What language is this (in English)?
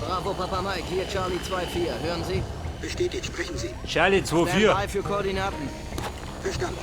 Bavarian